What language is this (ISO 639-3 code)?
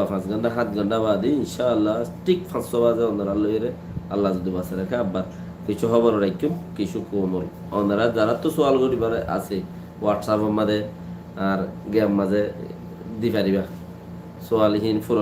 rhg